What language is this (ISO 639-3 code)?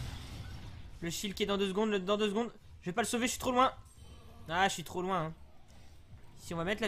fra